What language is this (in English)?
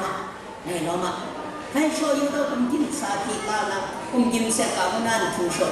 Kachin